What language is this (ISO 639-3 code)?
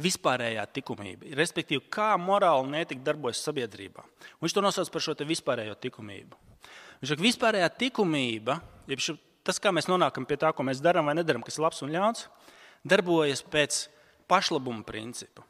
lav